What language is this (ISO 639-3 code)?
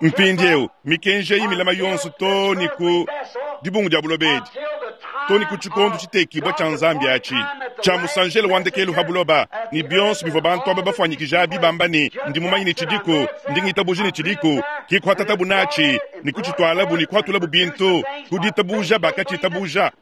lua